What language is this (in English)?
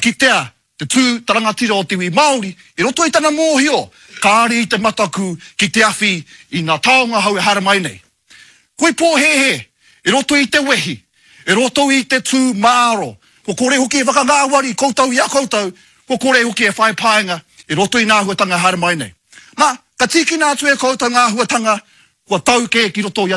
Māori